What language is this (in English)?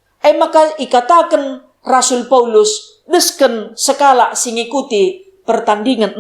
Batak Karo